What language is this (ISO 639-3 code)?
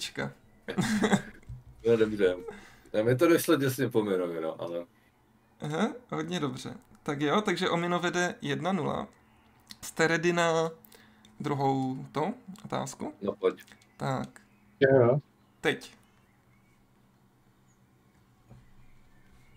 ces